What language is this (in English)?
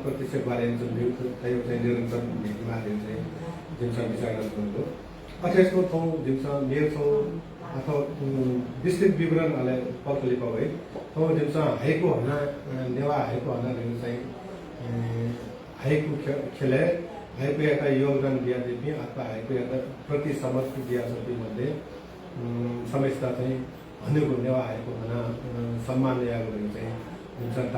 Newari